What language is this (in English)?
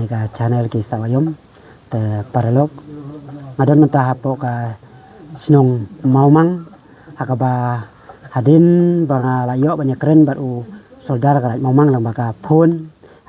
Khasi